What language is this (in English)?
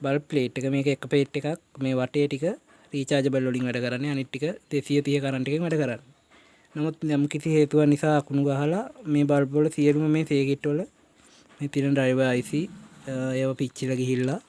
Sinhala